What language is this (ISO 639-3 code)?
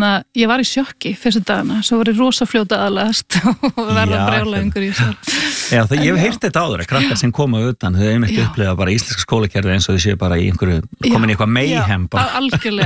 isl